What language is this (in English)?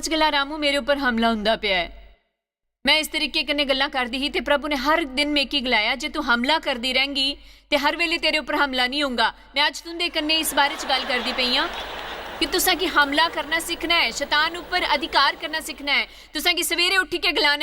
Dogri